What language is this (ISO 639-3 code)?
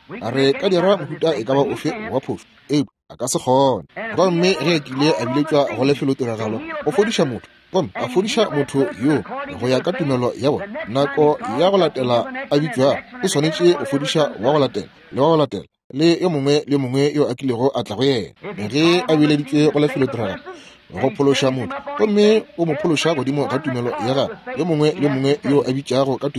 nso